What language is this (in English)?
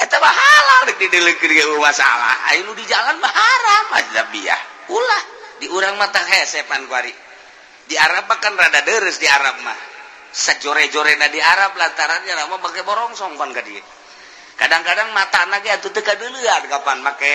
Sundanese